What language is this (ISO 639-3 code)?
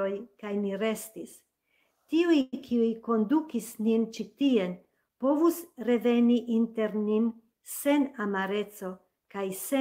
epo